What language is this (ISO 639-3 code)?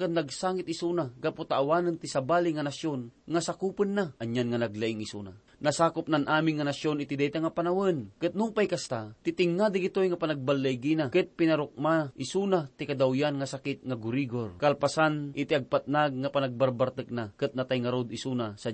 ilo